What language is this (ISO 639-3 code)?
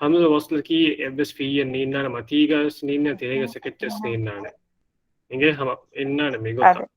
div